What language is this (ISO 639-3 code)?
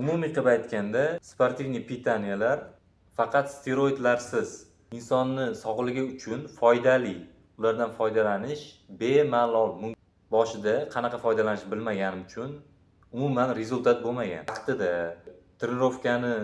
uzb